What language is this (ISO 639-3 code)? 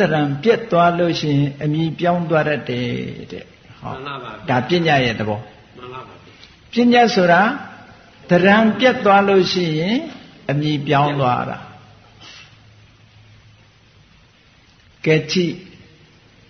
mya